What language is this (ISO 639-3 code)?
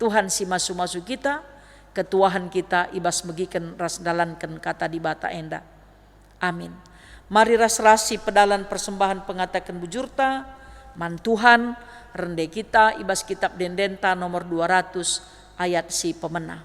btx